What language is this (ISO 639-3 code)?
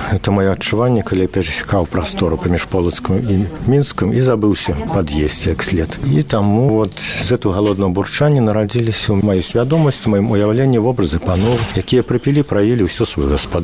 bel